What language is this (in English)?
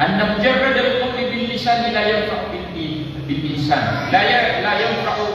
Maranao